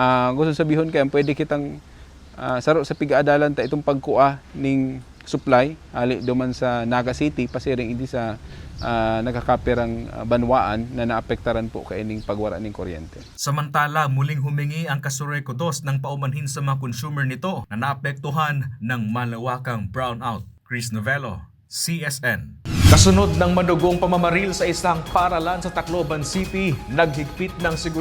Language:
Bikol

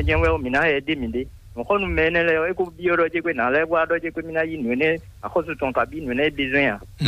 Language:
Fon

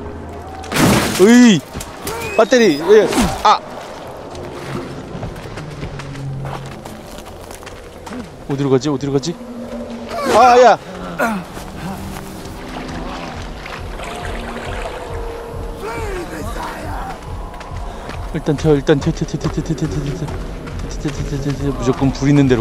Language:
Korean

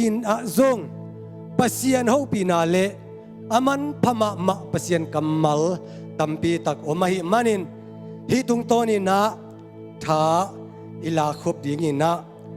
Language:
Tedim Chin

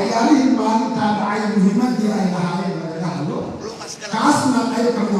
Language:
Somali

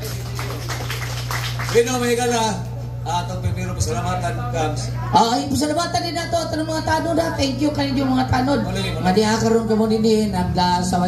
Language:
Cebuano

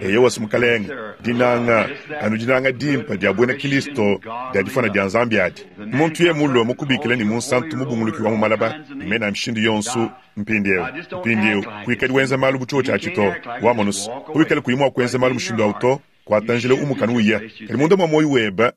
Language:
Luba-Lulua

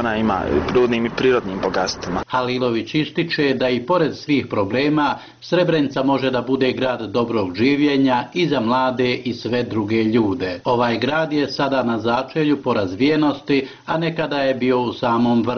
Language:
Bosnian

